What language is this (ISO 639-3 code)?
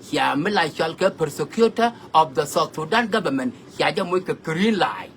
nus